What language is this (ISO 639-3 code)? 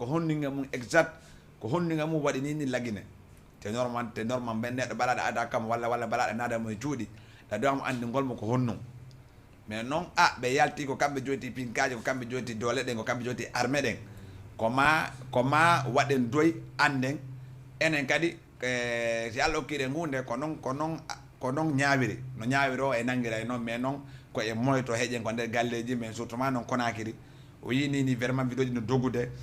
ful